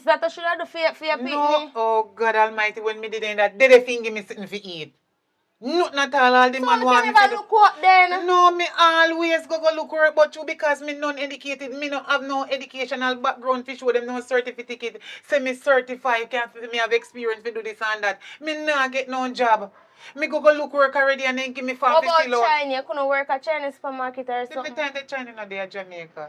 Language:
Jamaican Creole English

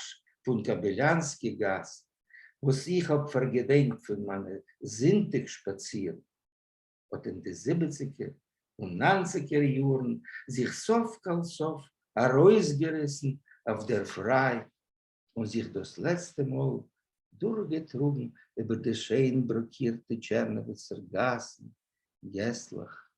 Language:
Yiddish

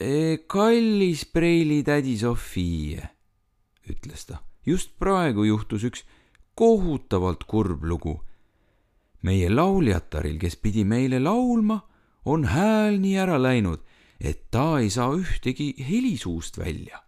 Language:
Estonian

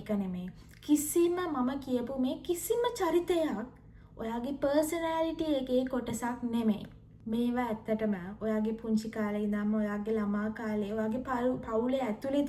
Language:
Sinhala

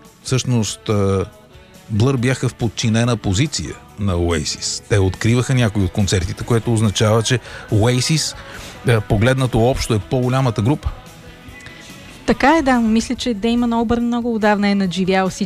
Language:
Bulgarian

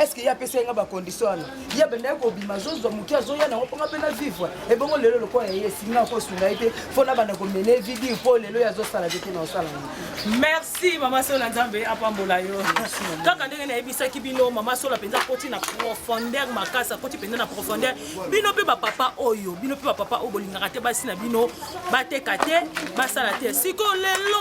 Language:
Lingala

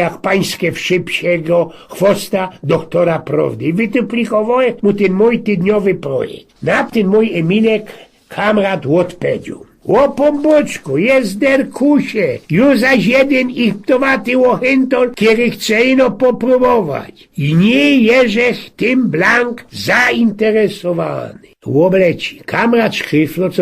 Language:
Silesian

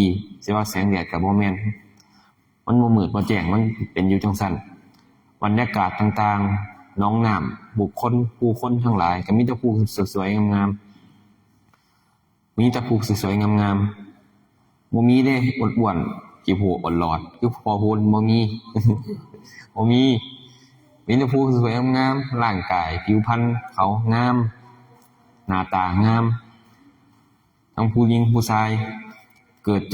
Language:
Lao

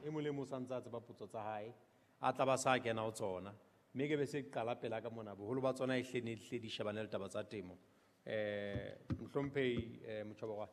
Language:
Southern Sotho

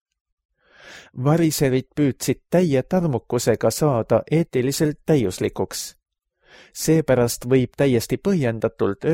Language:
Estonian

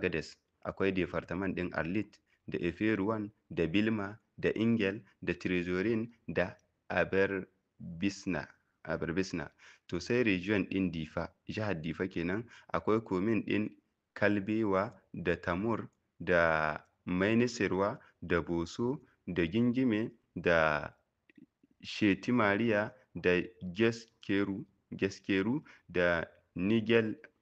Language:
Hausa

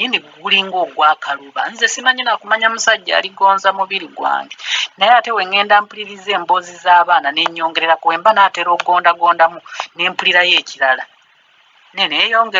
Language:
Ganda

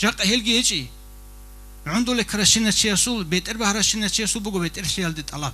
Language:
Avaric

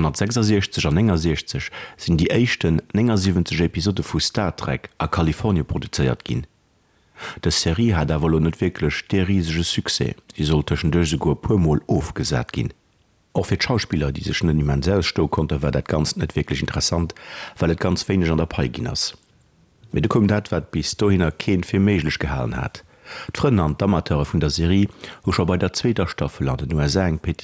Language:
Luxembourgish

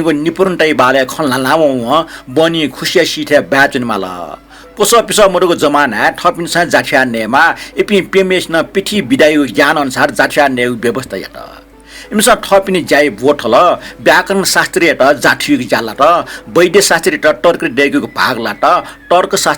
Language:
Newari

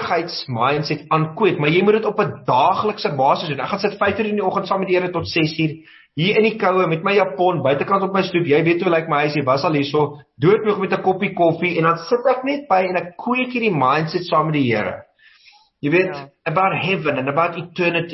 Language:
Afrikaans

